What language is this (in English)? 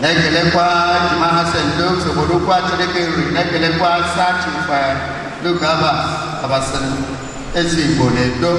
Igbo